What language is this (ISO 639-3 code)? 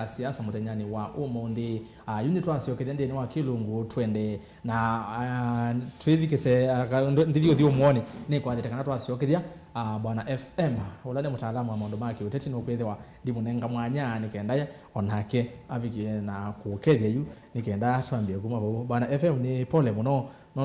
kam